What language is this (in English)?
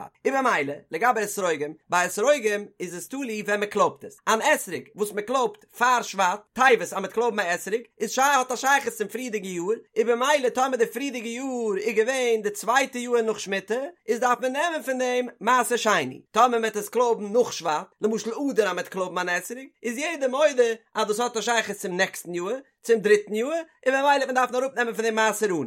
Yiddish